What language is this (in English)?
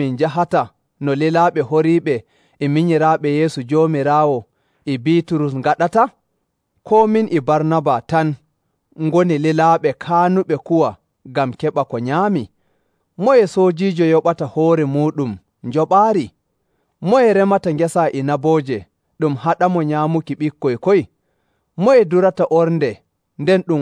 Nigerian Fulfulde